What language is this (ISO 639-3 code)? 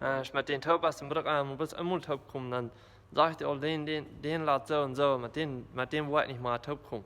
pdt